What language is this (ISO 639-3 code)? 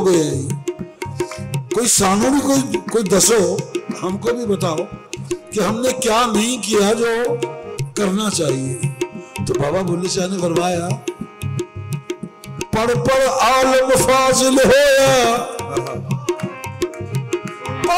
hin